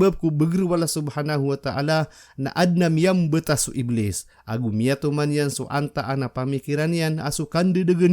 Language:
Maranao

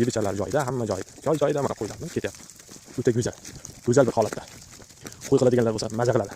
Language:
Uzbek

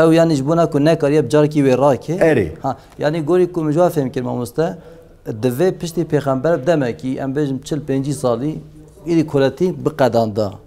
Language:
Kurdish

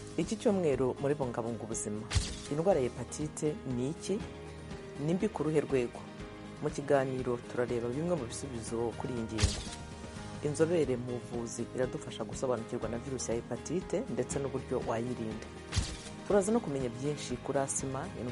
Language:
Kinyarwanda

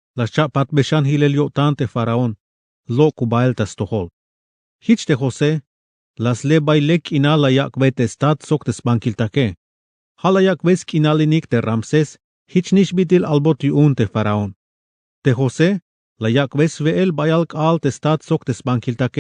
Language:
Tzeltal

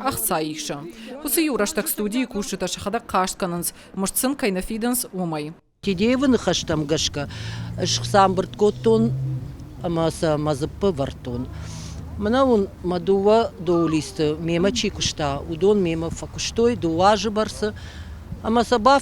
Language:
Ossetic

